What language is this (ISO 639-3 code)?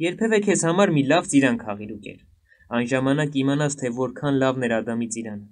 hye